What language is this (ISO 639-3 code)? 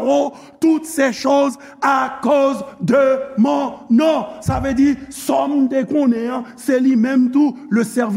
hat